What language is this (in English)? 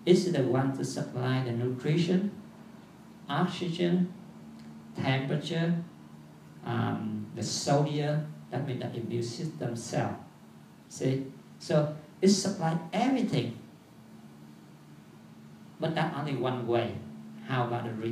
English